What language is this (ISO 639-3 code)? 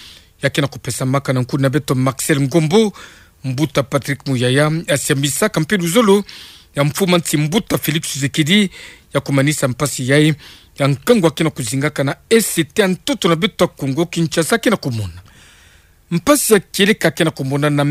ktu